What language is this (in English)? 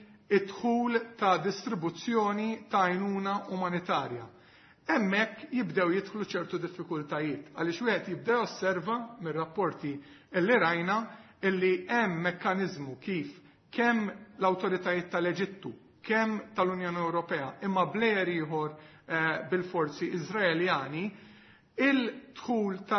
Maltese